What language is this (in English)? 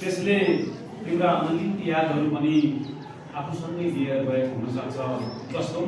Nepali